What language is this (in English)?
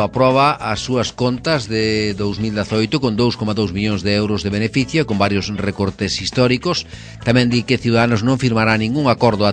Galician